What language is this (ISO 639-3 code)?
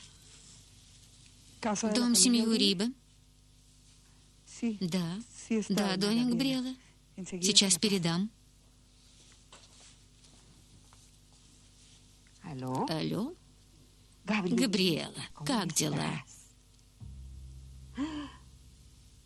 rus